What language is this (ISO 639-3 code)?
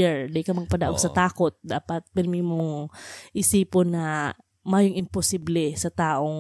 bik